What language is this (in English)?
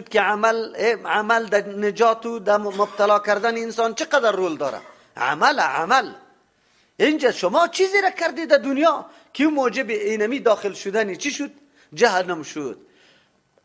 Persian